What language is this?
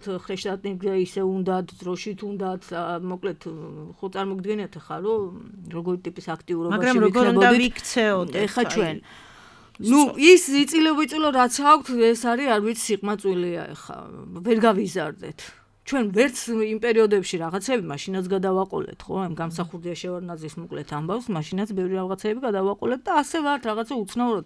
Georgian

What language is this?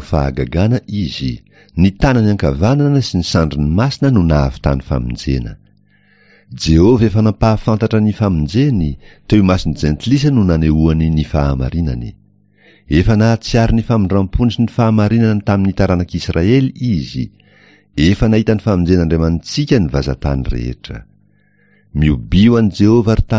Malagasy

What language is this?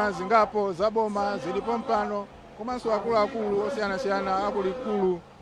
Nyanja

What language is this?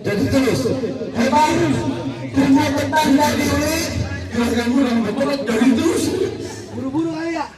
Betawi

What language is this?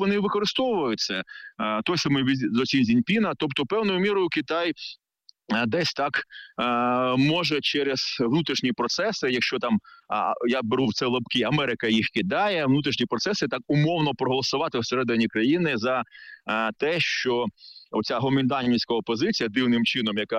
Ukrainian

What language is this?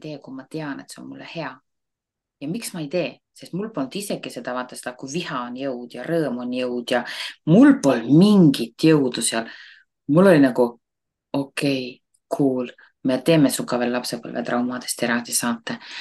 Estonian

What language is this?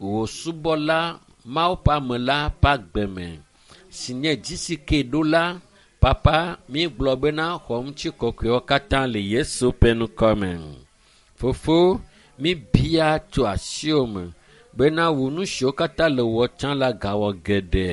Ewe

